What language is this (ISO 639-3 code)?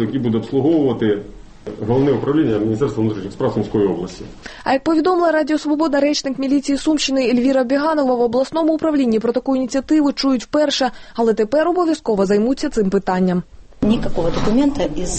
ukr